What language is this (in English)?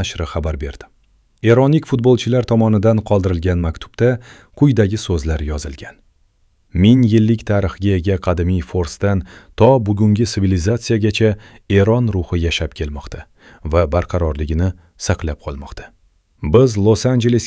Uzbek